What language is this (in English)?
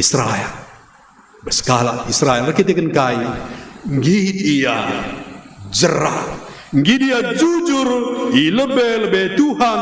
Batak Karo